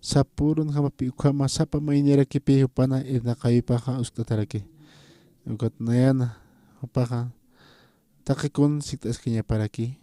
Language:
Aymara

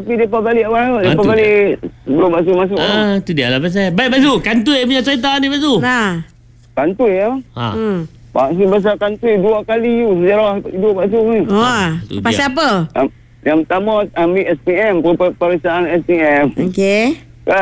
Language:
Malay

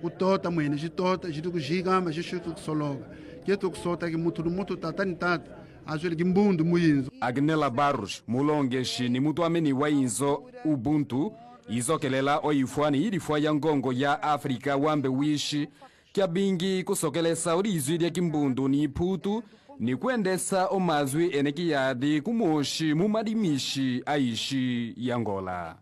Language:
Kimbundu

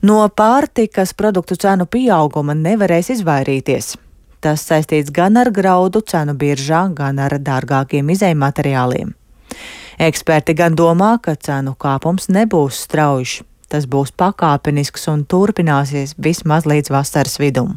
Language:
Latvian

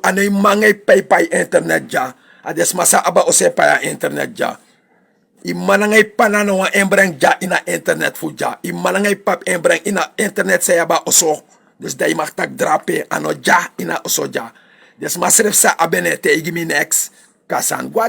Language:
Sranan Tongo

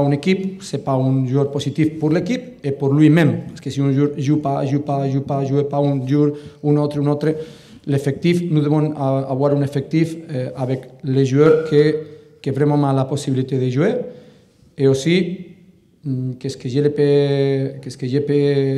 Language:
French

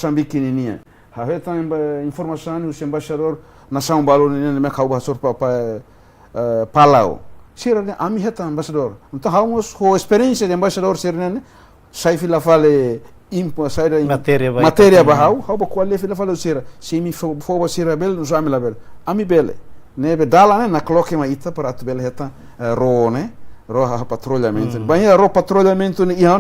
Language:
Tetum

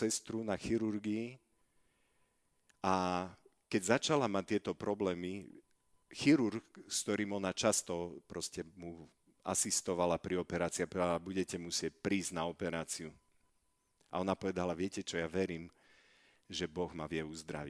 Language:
Slovak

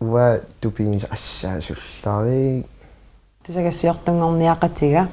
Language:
Kalaallisut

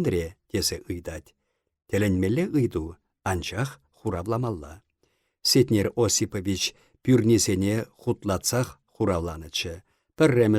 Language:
Chuvash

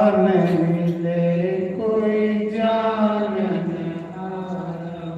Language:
Dogri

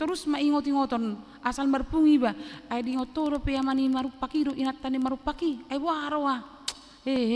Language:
Batak Toba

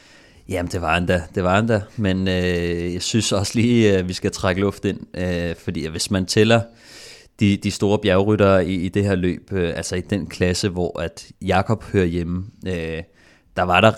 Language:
Danish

